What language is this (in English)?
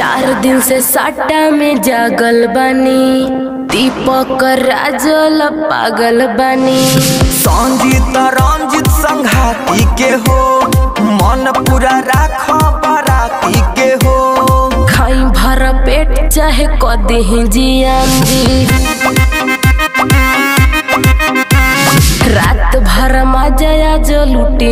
Bhojpuri